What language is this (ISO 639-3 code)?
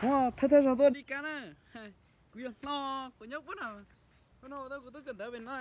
hmn